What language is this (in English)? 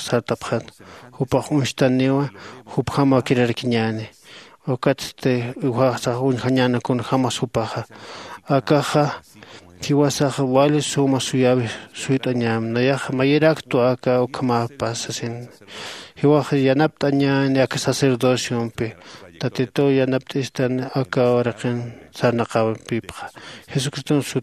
Aymara